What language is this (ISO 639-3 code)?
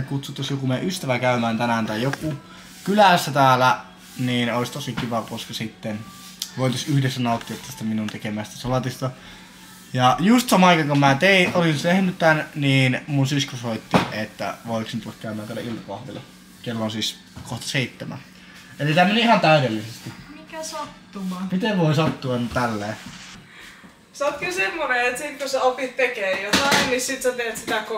fin